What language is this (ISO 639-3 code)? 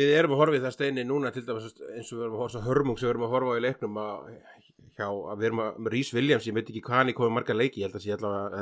isl